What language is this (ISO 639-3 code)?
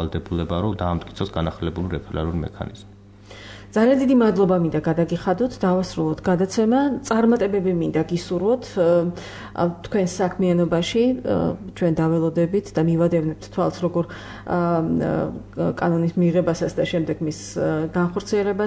kat